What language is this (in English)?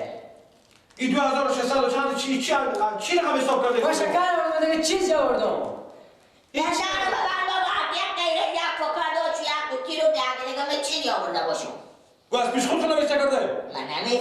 Persian